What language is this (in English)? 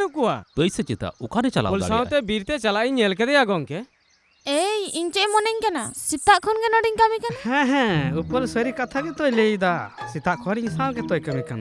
Santali